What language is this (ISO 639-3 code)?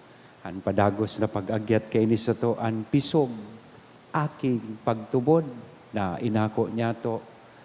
bik